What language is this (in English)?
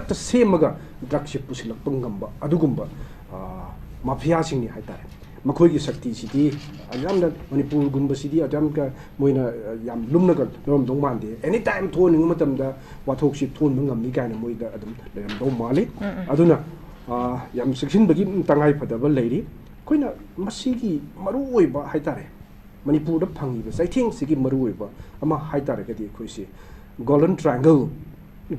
Manipuri